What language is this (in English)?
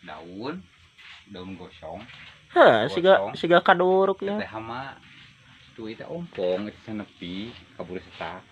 Sundanese